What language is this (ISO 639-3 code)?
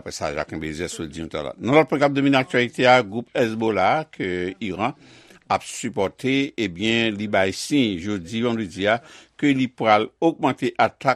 hat